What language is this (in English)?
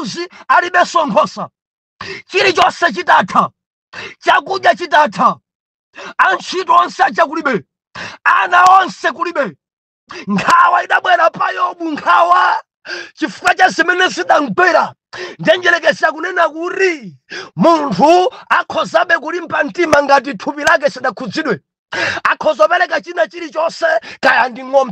Nyanja